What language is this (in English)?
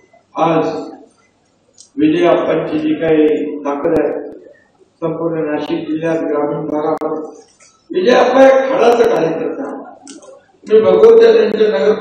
Marathi